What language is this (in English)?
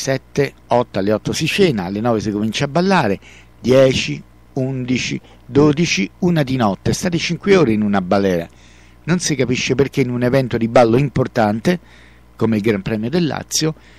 Italian